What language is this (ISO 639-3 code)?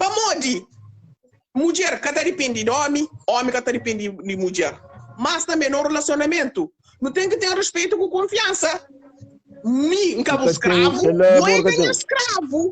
kea